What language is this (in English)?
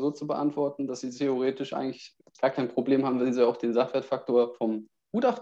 German